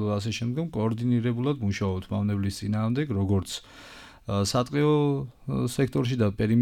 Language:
Georgian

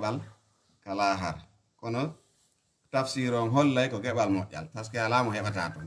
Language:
Fula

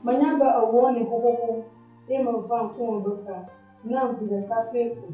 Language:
Ewe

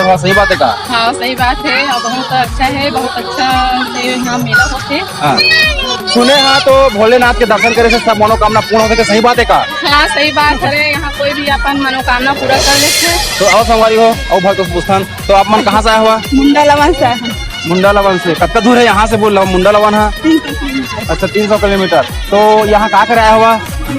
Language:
Chhattisgarhi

